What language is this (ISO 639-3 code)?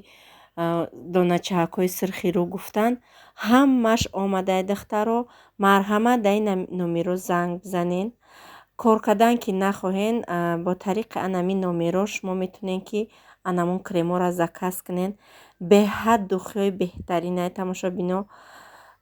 tgk